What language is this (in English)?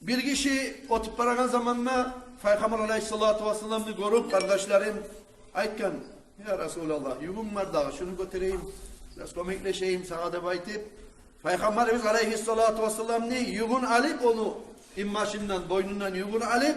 Kumyk